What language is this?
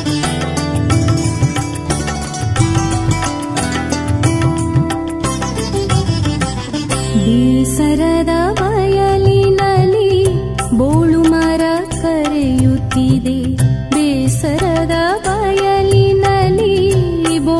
Kannada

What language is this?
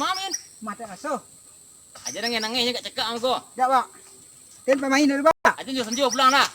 Minangkabau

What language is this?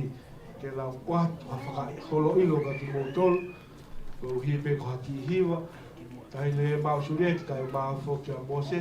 Tongan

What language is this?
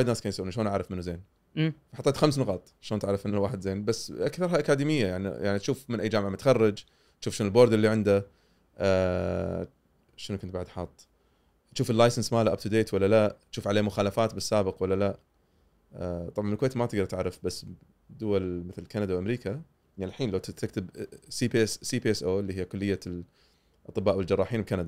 Gulf Arabic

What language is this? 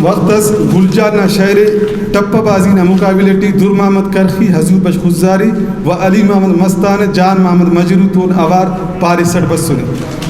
Brahui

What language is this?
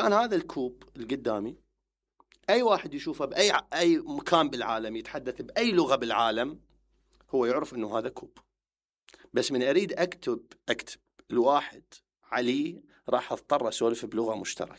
Mesopotamian Arabic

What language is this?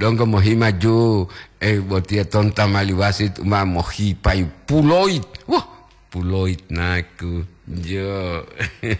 Gorontalo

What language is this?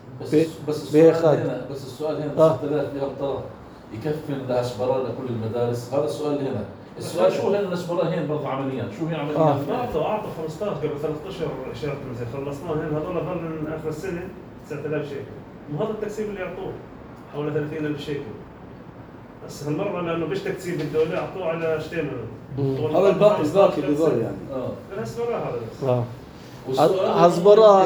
North Levantine Arabic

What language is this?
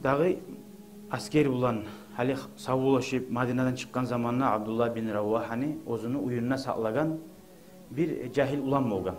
Kumyk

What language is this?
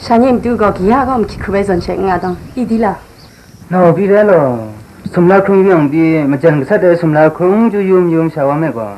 Kachin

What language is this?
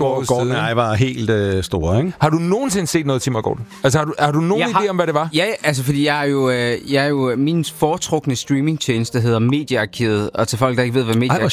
Danish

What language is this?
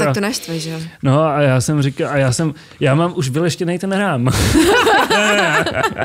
Czech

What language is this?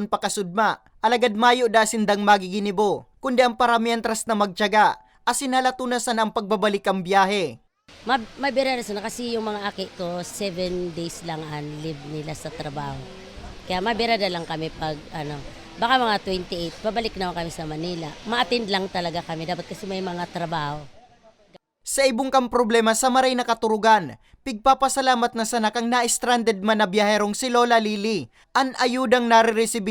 Bikol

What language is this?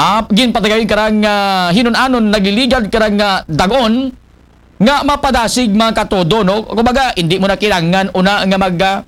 Aklanon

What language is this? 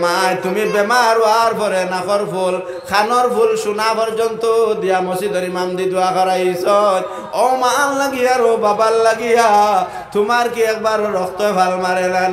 Sylheti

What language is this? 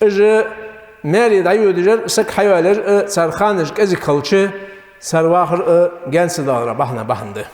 Ingush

